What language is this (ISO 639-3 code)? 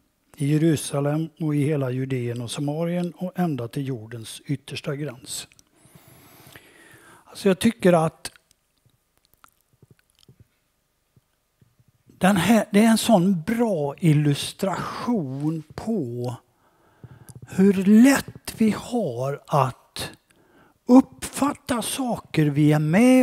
swe